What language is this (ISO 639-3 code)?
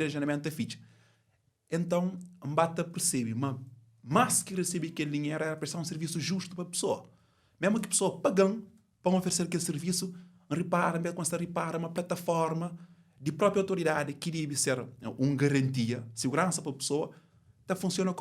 kea